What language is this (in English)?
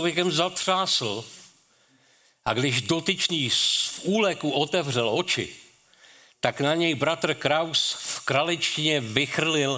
Czech